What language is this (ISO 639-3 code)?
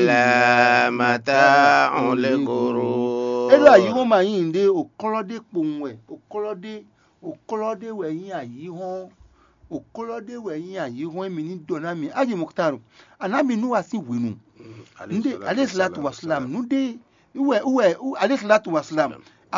fon